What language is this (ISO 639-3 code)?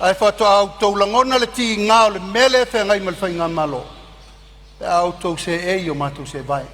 smo